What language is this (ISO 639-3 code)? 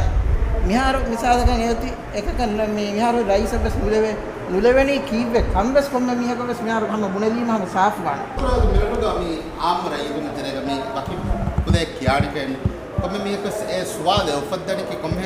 div